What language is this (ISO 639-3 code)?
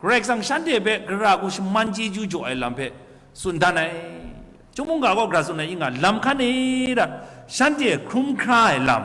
kac